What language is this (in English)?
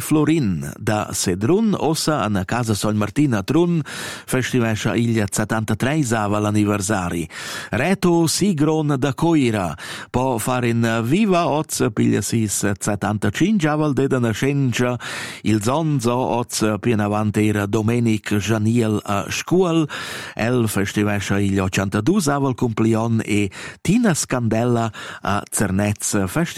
Romansh